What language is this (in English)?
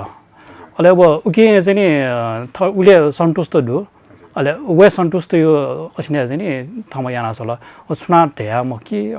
Newari